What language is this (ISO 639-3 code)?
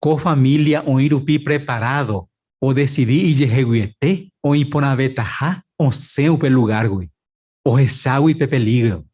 grn